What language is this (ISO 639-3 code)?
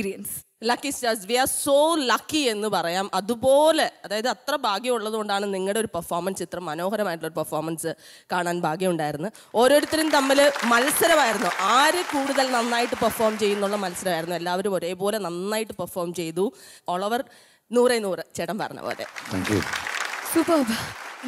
mal